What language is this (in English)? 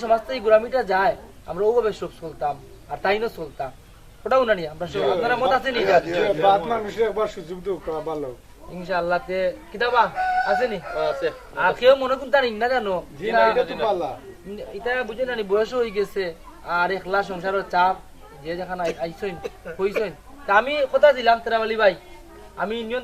Sylheti